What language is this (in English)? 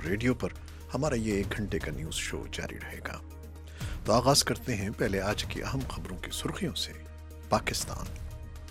Urdu